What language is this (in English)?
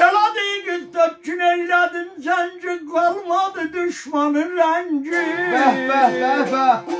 South Azerbaijani